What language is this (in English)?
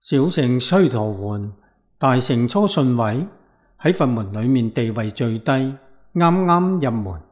Cantonese